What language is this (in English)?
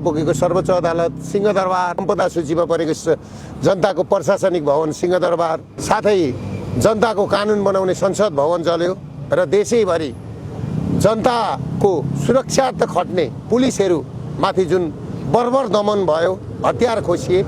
Nepali